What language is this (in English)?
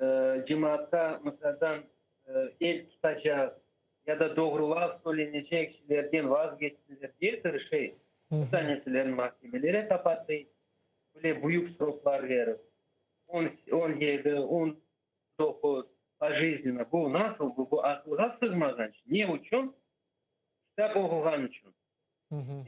Crimean Tatar